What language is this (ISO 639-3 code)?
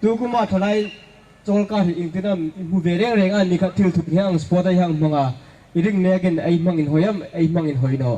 hmr